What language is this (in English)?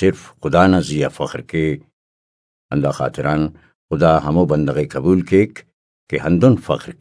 Brahui